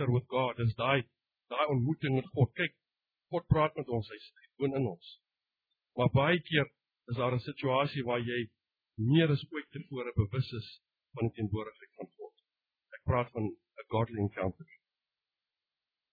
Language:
Afrikaans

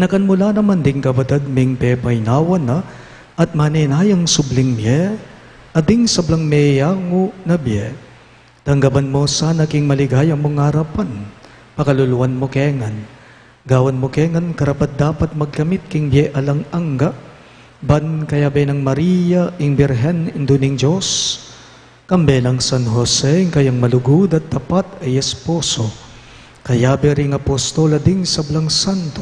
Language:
Pampanga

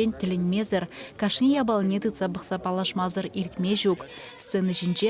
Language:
Chuvash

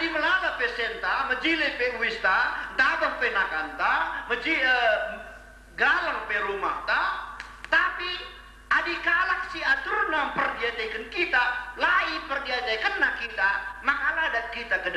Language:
Batak Karo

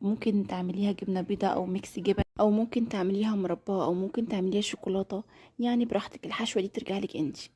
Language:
Egyptian Arabic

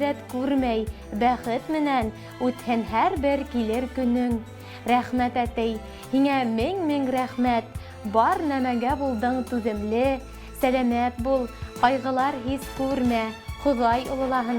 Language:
Bashkir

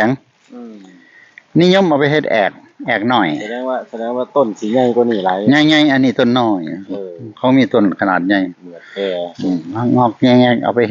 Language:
Northeastern Thai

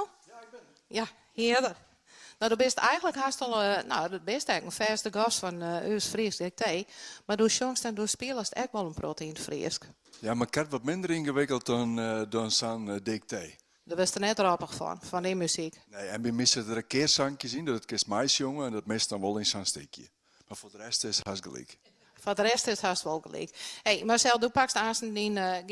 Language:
Western Frisian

